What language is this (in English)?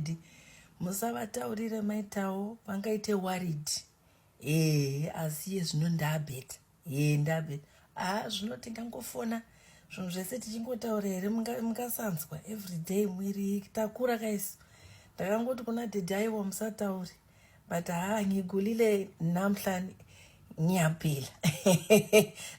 Shona